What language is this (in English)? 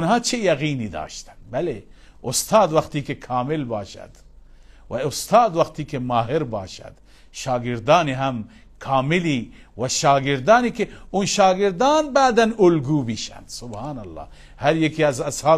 Persian